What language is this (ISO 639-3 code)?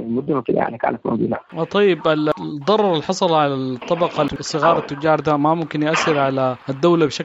apd